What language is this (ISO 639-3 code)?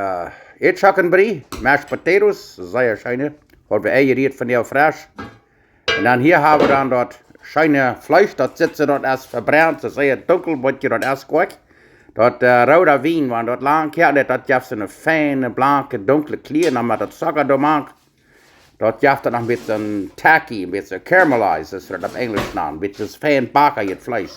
pdt